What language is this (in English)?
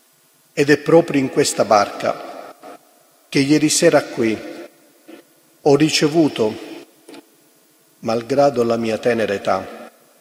Italian